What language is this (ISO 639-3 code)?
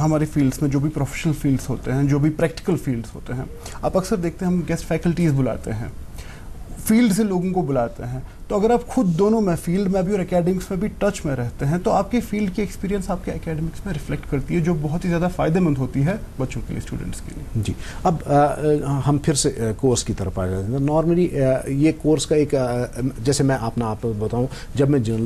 urd